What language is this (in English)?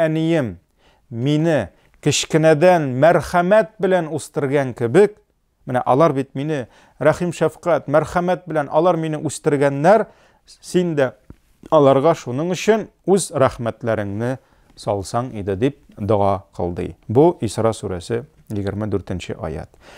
Tatar